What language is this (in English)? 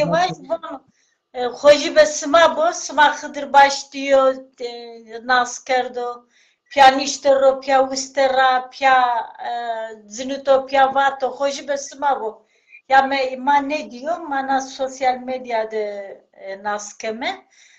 Zaza